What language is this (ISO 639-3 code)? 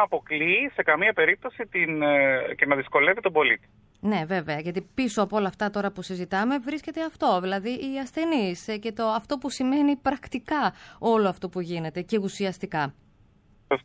ell